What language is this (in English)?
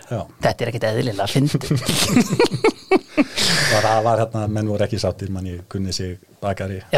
Icelandic